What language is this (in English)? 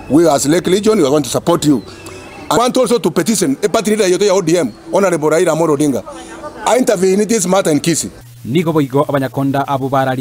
Gusii